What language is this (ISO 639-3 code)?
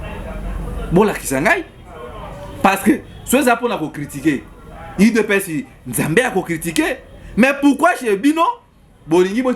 lin